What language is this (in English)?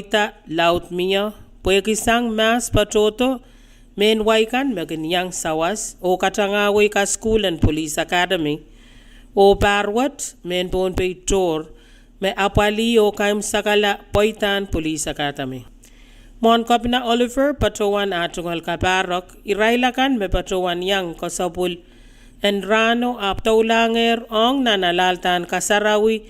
Pohnpeian